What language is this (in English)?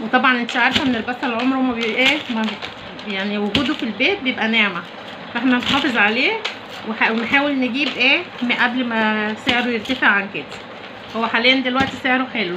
Egyptian Arabic